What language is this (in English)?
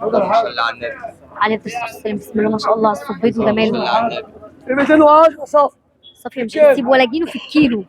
Egyptian Arabic